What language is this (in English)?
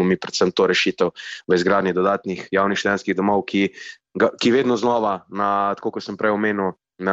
Slovenian